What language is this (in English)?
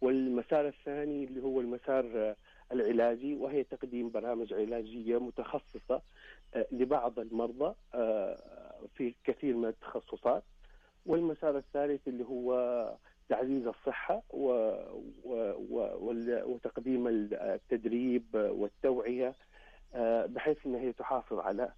Najdi Arabic